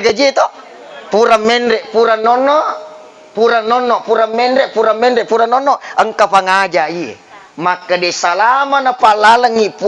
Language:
Buginese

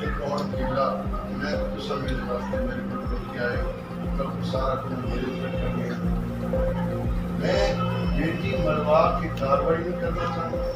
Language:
Saraiki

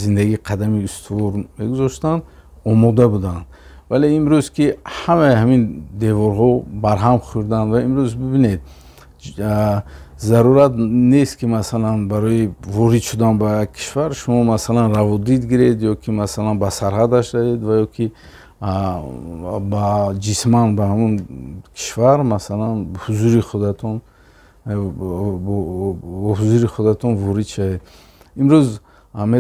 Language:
Tajik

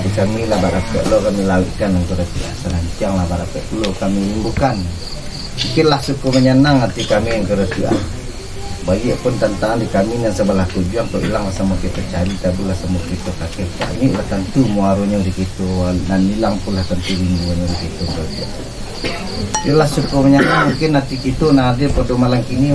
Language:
Minangkabau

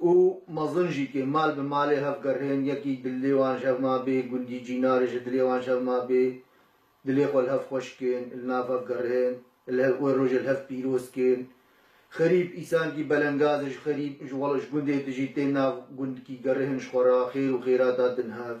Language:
Kurdish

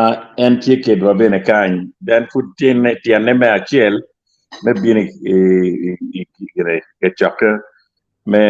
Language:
Acoli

